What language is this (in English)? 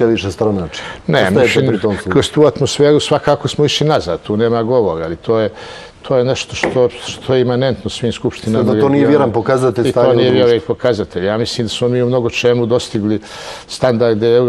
Bosnian